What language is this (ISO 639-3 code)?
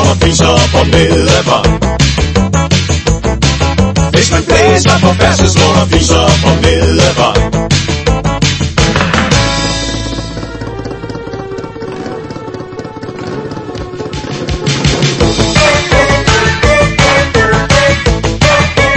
dan